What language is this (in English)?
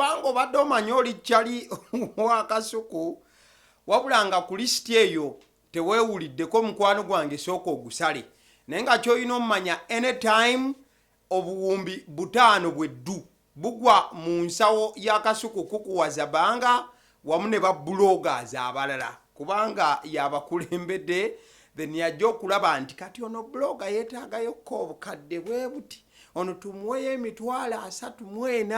Ganda